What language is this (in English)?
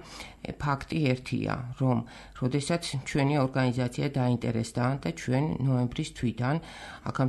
Georgian